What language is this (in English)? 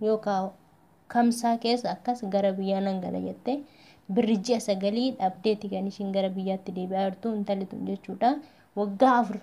Oromo